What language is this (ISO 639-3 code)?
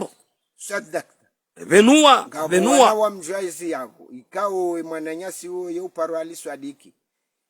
zdj